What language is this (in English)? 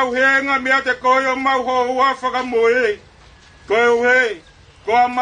Tongan